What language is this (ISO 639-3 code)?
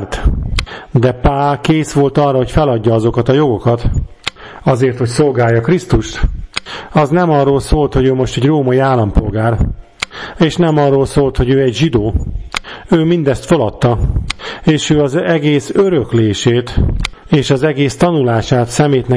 hun